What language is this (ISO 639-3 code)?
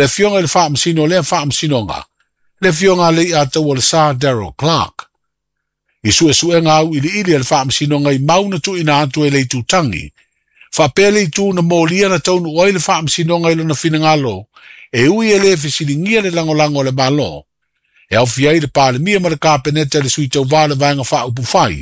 smo